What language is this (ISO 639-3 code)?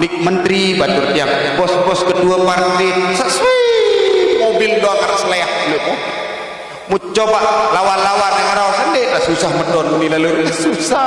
sas